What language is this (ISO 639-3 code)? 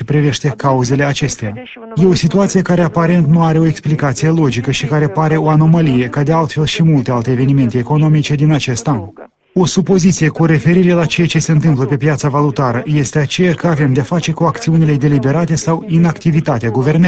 ron